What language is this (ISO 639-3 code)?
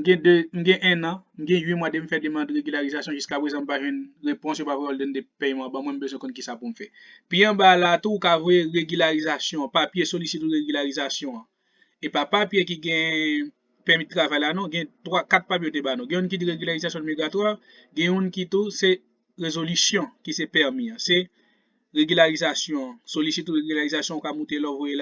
hat